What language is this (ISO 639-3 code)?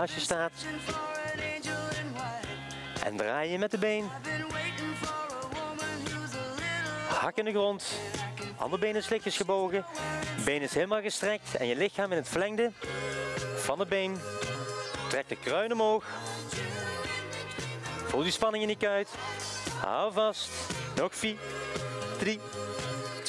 nld